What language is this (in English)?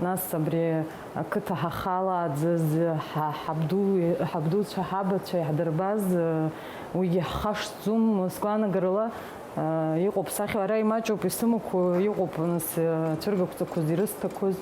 Abkhazian